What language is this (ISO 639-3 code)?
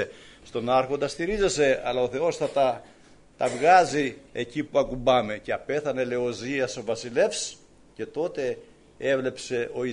ell